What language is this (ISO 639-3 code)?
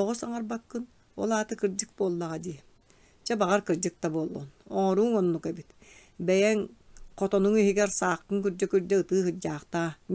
sah